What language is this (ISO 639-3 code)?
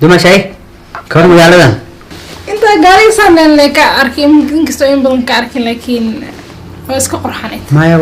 som